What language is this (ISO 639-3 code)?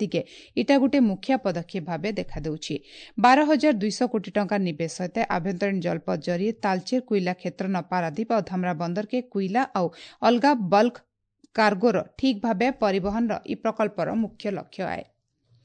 ori